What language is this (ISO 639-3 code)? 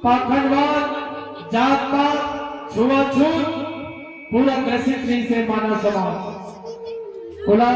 hne